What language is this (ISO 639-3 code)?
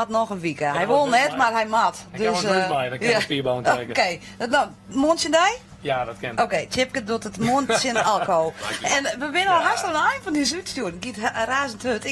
fry